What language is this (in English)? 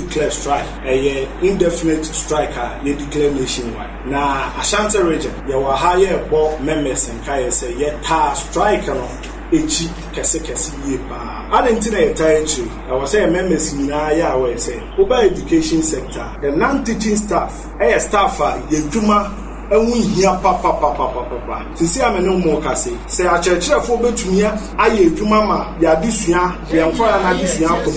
Akan